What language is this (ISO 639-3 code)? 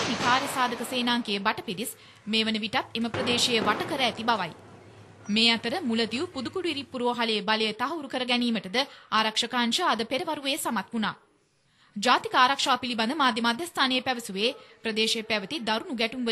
sin